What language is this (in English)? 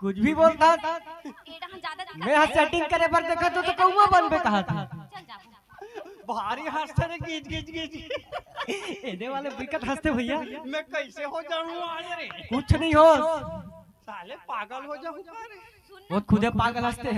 Chhattisgarhi